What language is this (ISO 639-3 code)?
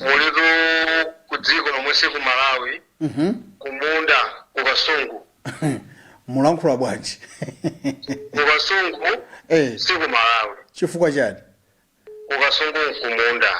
nya